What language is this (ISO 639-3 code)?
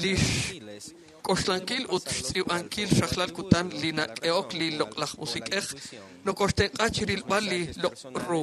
kek